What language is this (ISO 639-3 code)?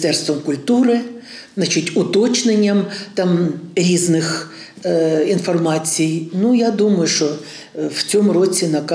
ukr